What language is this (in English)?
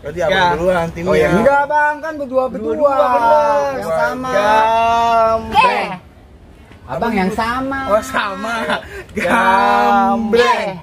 Betawi